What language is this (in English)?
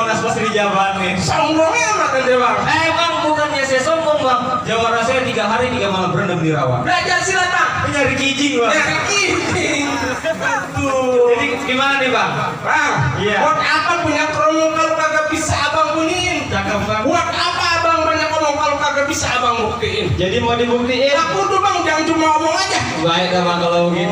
Betawi